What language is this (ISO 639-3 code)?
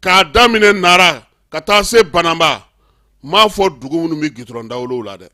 bam